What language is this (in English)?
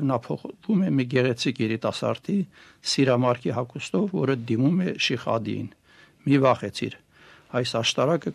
Armenian